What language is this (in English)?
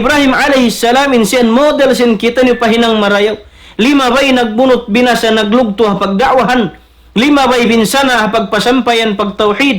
Tausug